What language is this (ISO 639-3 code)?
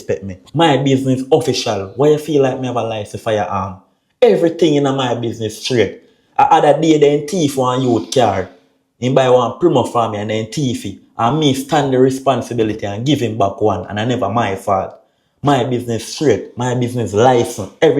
jam